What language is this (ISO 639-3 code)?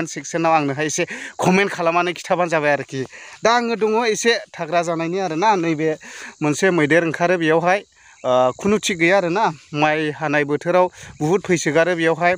brx